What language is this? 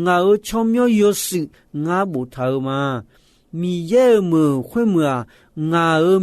Akha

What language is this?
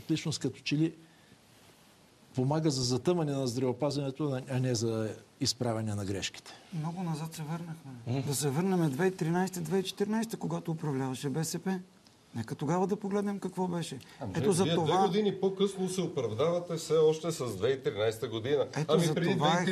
Bulgarian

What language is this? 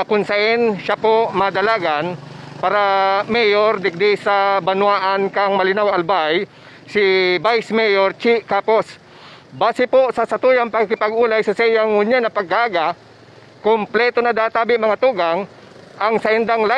Bikol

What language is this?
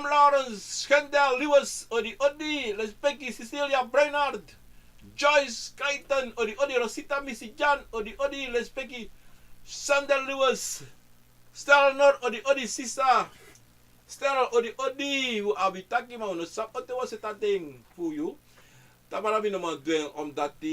Sranan Tongo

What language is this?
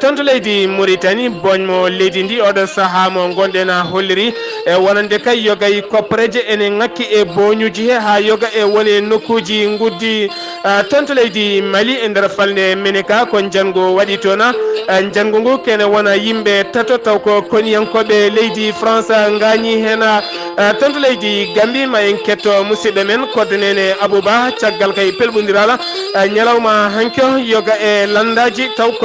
Fula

